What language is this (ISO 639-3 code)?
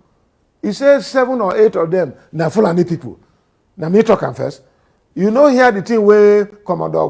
pcm